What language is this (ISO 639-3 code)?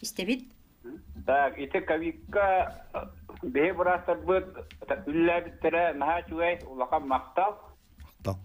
sah